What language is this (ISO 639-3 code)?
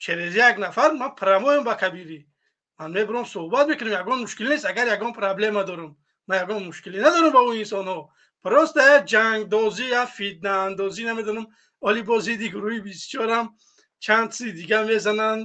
tgk